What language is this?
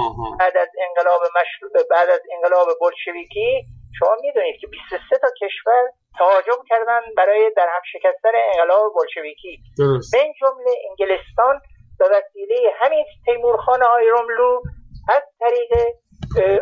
Persian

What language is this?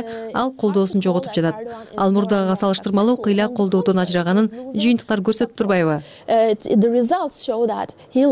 Kyrgyz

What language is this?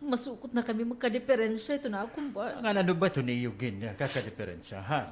Waray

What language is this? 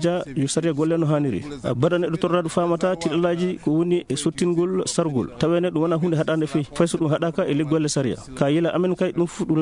Fula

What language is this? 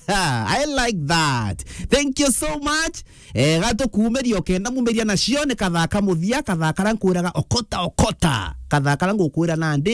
Meru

